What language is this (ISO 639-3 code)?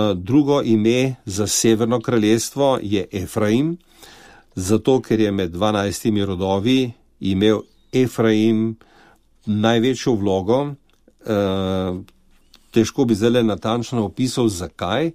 slv